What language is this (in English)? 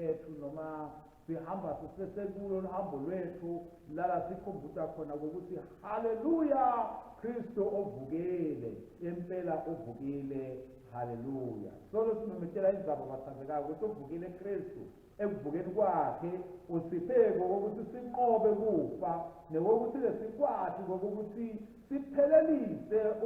Swati